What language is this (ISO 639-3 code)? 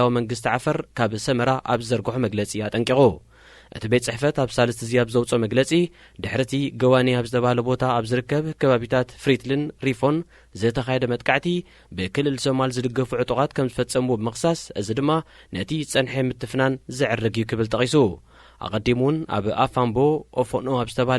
tir